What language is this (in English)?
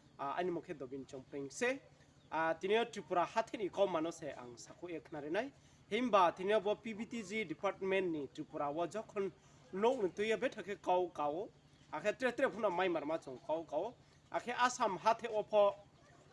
Riang (India)